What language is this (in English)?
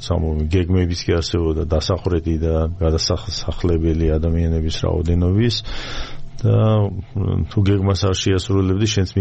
Georgian